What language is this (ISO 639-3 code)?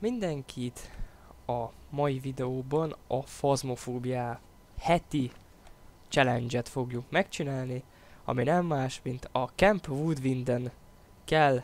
hun